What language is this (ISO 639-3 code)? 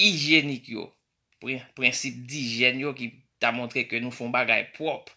hat